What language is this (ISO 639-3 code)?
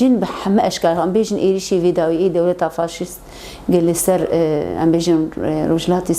kur